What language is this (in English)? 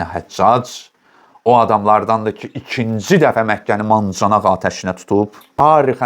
Azerbaijani